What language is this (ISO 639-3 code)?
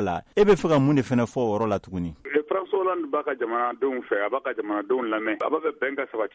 bam